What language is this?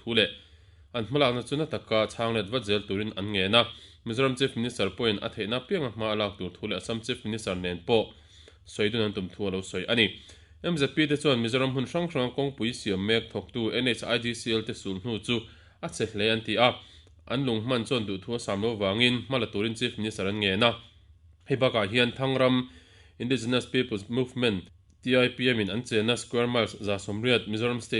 Mizo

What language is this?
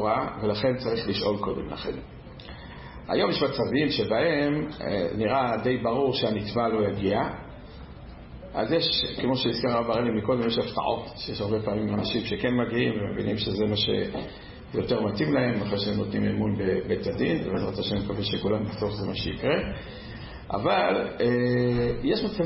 Hebrew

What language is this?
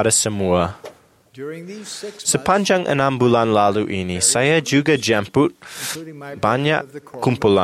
Malay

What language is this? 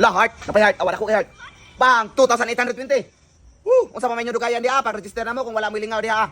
Cebuano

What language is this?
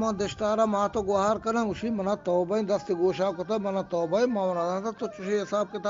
Eastern Balochi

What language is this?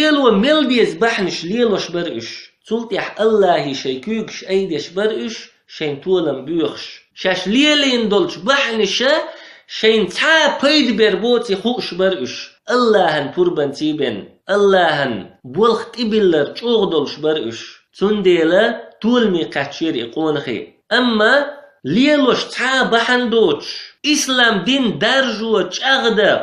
Chechen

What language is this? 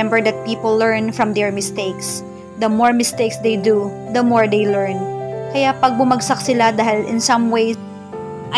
Filipino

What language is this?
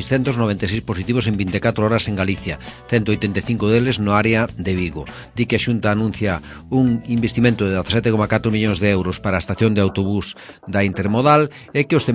Galician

